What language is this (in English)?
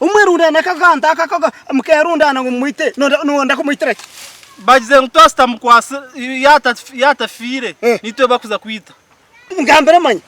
Nyankole